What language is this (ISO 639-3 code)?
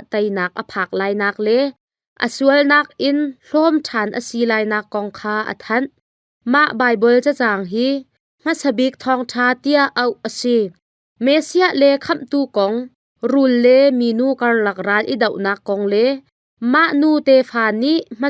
cnh